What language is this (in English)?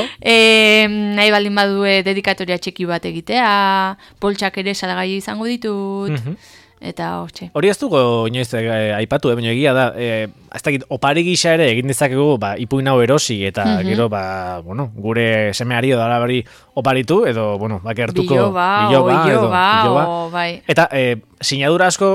Basque